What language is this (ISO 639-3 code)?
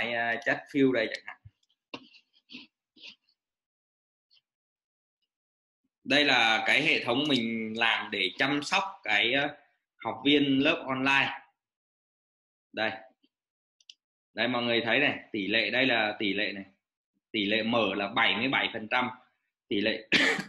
vie